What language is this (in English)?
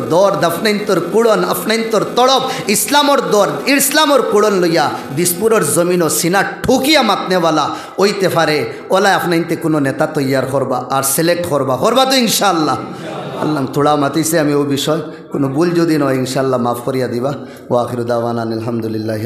Sylheti